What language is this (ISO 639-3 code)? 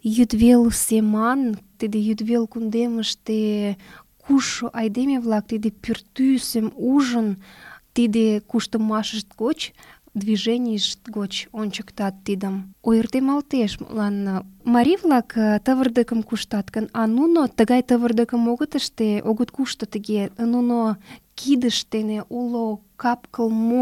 chm